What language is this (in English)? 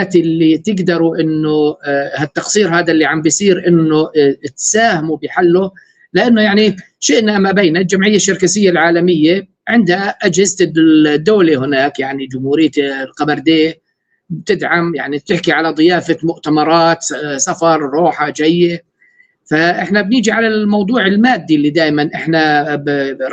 North Levantine Arabic